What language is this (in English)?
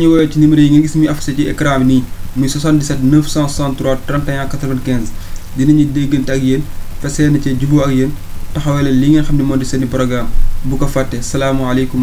Wolof